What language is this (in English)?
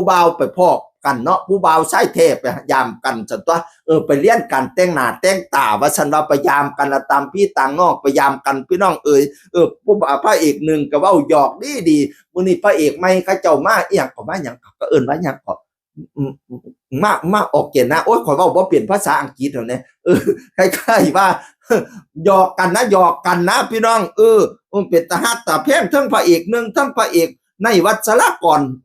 Northeastern Thai